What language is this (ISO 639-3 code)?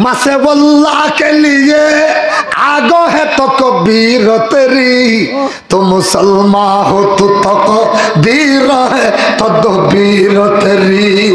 rhg